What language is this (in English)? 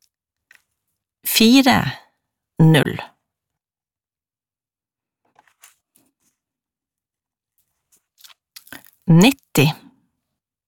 Norwegian